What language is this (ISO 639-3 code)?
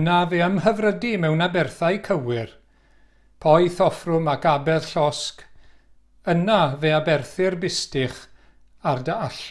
cym